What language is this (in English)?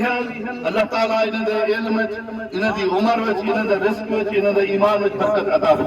Saraiki